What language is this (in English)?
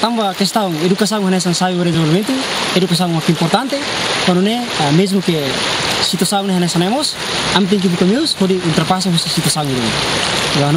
Tetum